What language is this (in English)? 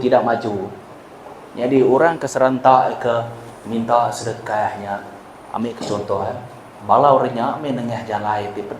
Iban